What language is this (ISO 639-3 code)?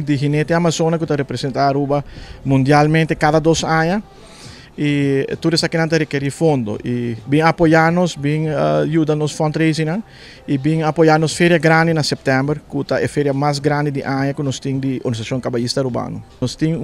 pap